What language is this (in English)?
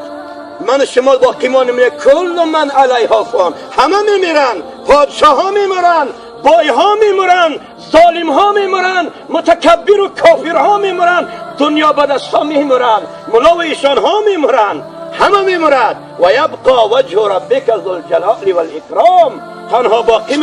Tajik